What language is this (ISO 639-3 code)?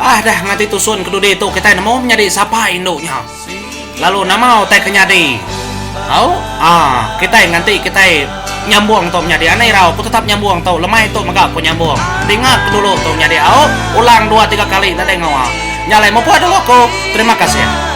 iba